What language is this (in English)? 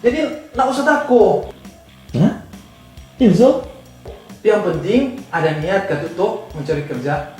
Manado Malay